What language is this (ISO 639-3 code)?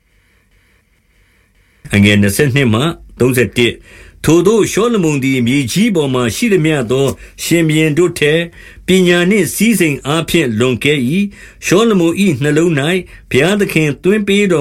mya